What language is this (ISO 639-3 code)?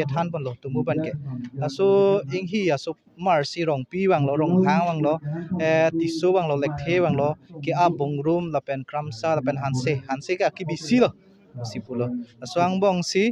mjw